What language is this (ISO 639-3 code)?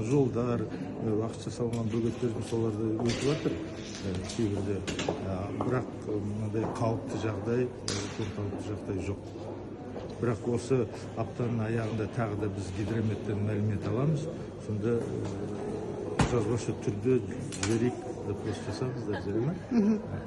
kaz